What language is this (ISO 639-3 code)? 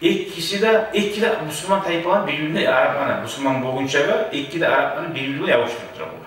kum